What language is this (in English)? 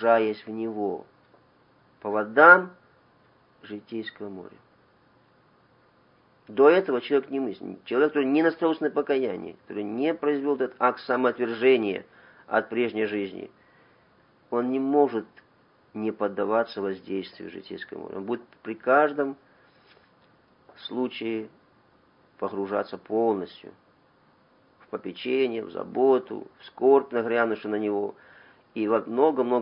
Russian